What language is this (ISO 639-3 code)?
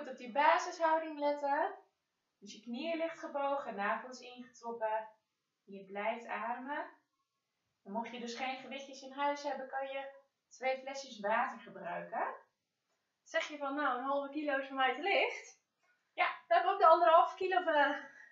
nld